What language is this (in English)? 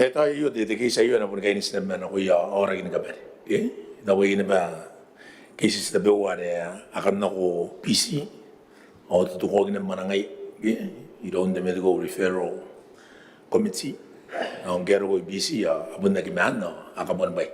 Gilbertese